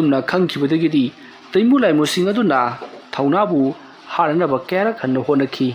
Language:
Manipuri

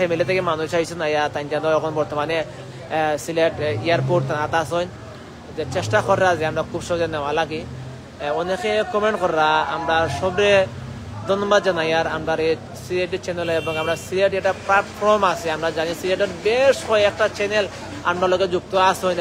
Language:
Sylheti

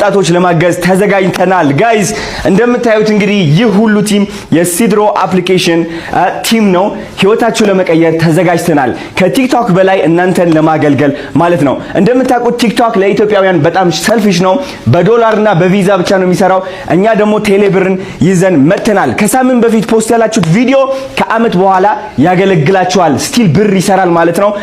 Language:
Amharic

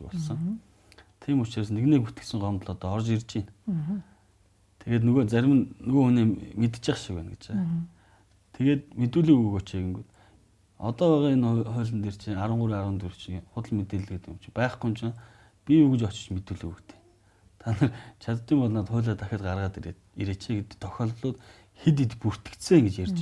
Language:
Mongolian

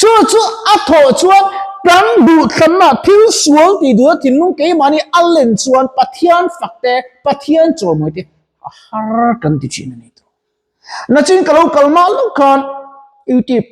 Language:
Mizo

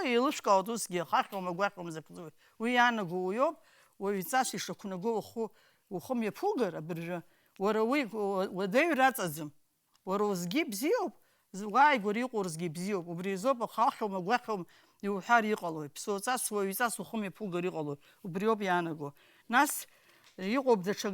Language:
Abkhazian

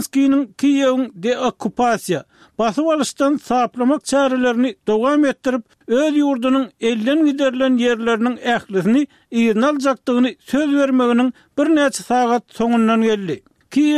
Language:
Turkmen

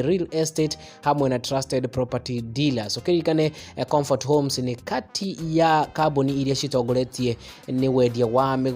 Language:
Kikuyu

